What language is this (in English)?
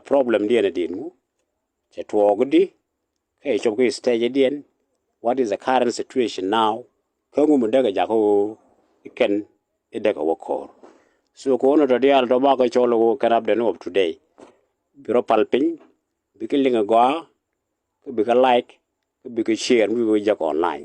Nuer